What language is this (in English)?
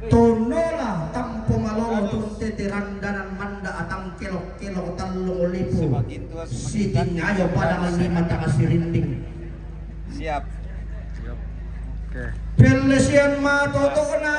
Toraja-Sa'dan